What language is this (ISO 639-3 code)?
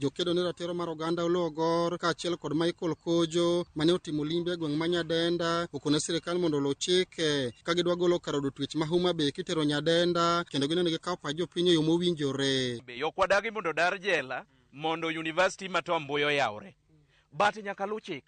luo